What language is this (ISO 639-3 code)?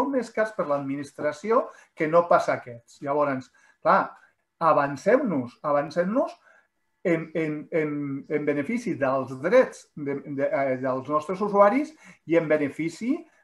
cat